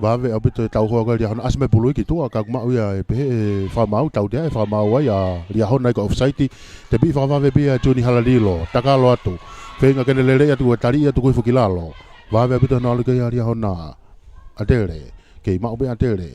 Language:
Tongan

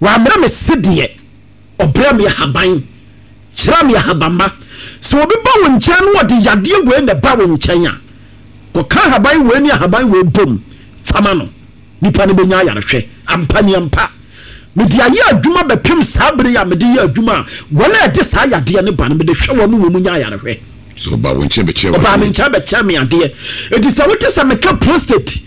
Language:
Akan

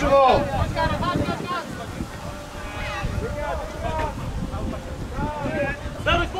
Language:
Polish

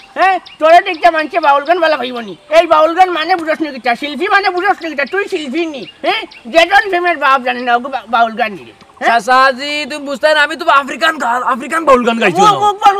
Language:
Sylheti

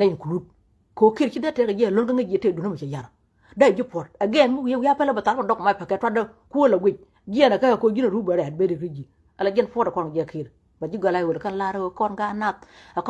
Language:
Nuer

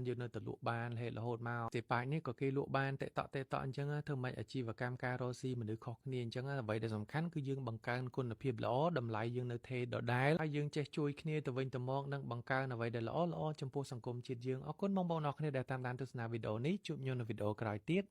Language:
Khmer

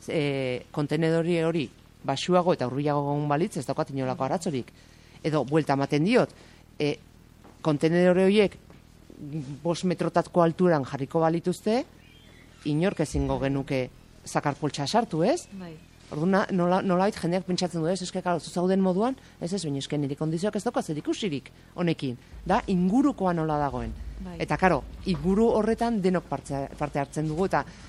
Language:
Basque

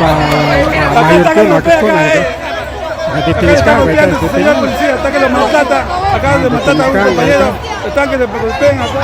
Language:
Ayacucho Quechua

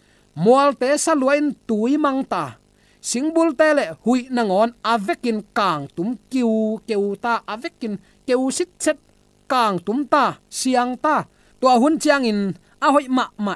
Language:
Tedim Chin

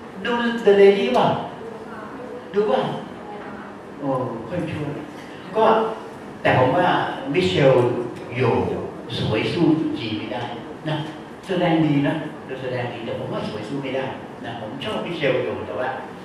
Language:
Thai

